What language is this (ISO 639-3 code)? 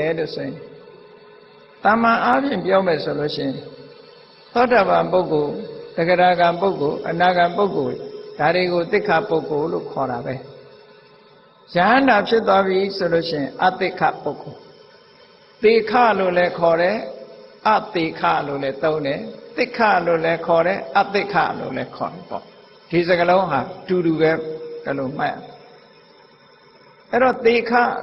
mya